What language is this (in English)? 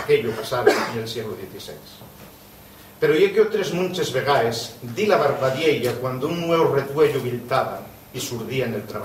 Asturian